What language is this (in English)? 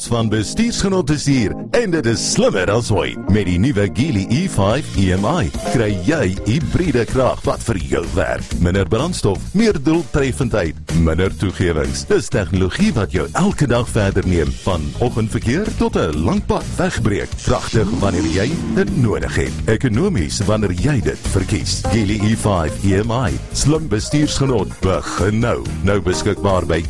Afrikaans